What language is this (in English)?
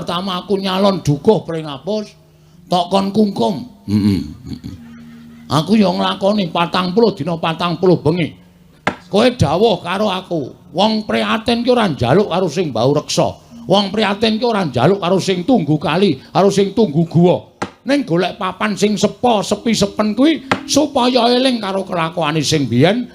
Javanese